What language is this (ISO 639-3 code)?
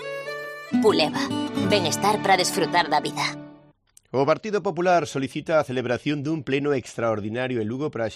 glg